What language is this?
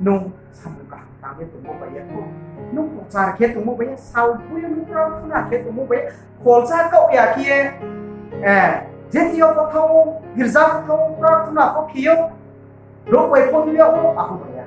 Riang (India)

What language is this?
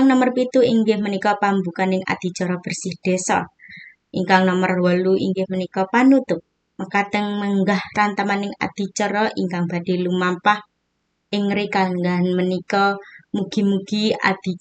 Javanese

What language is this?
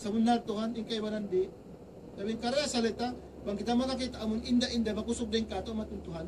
Tausug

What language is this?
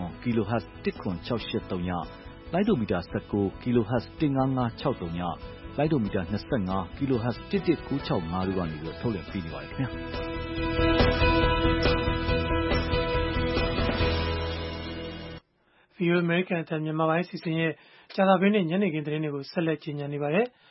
Burmese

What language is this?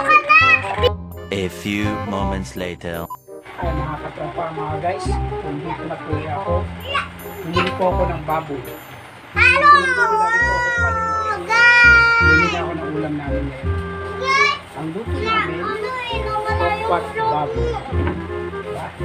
Filipino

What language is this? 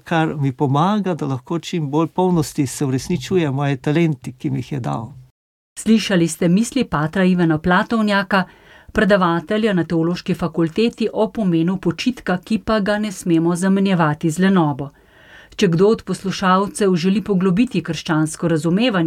Slovenian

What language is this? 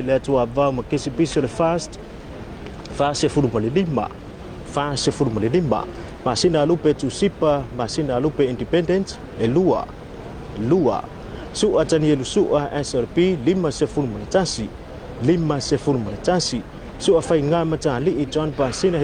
Samoan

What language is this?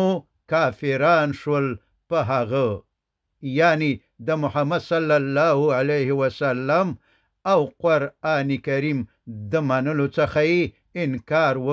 Pashto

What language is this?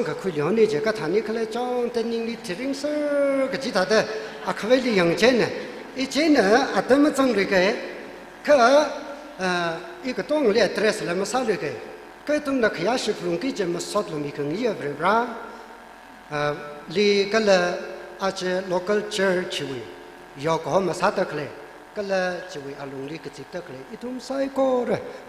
Tangkhul Naga (India)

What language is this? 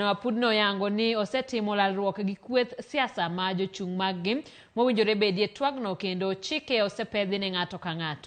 Luo (Kenya and Tanzania)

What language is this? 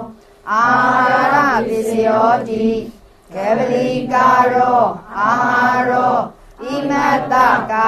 Burmese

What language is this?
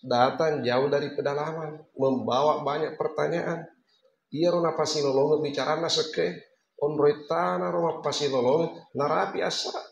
Buginese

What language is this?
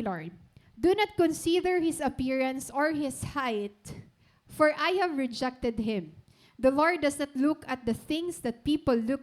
Waray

